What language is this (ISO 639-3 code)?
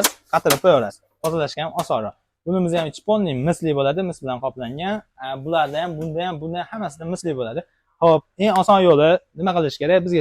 uzb